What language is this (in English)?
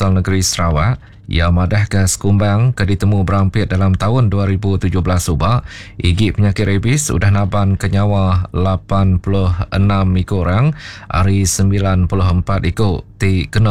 Iban